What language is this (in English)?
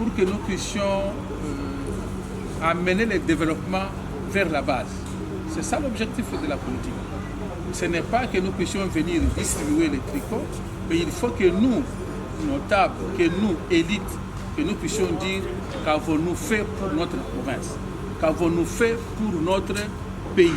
Luba-Lulua